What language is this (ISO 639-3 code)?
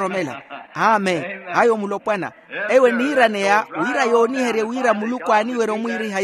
vmw